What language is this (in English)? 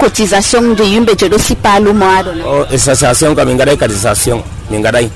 Nigerian Fulfulde